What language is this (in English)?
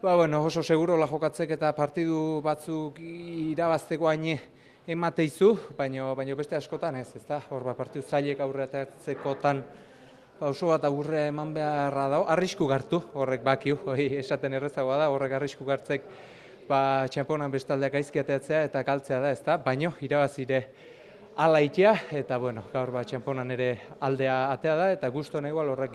Basque